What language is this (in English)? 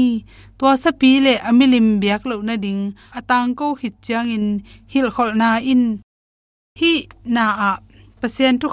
Tedim Chin